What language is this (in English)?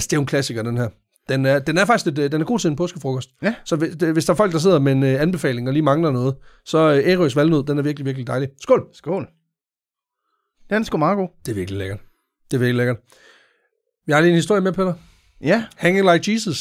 Danish